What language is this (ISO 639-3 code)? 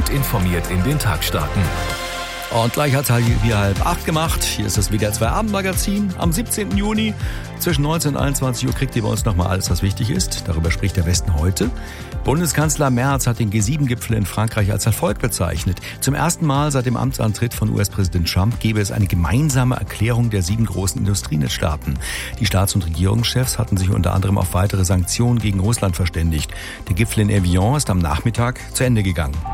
deu